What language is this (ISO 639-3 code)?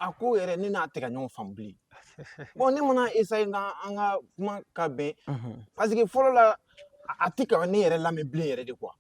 bam